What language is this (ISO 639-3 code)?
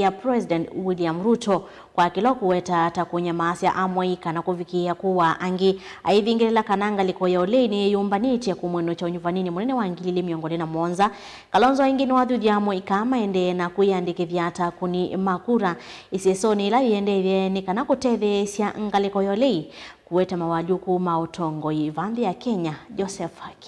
kam